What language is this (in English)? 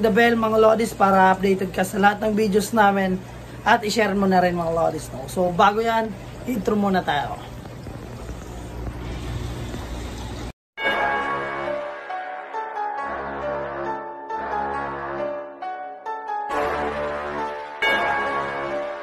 Filipino